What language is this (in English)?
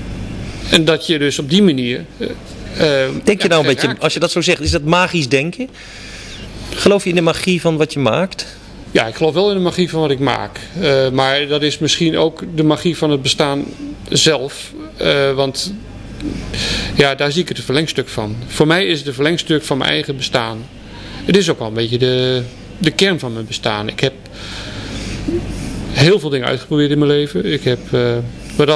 Dutch